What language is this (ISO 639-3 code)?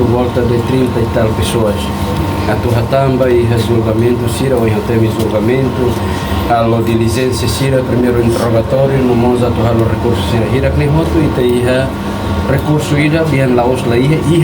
tet